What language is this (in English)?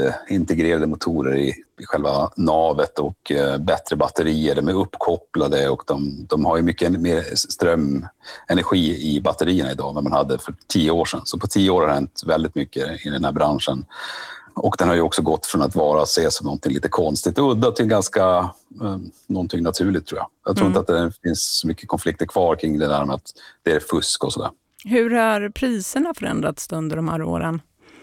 Swedish